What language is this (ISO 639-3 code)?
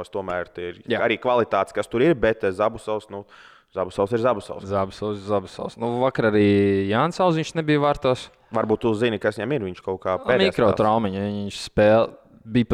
lav